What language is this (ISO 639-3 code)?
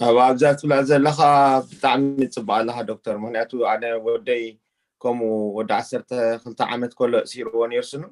tir